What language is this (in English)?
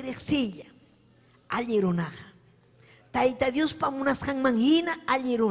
Ayacucho Quechua